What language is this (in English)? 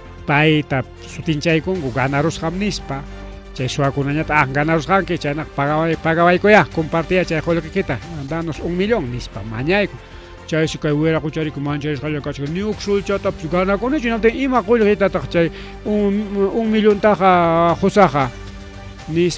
Ayacucho Quechua